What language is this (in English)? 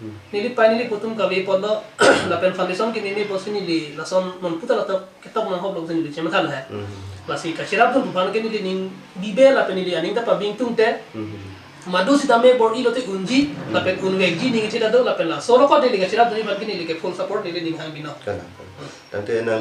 Karbi